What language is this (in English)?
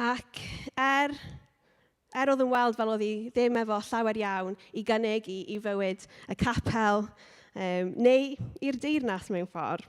Welsh